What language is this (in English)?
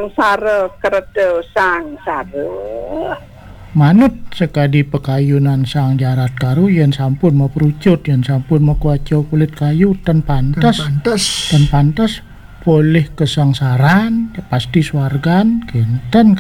Balinese